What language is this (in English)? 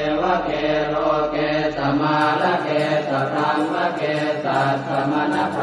Pali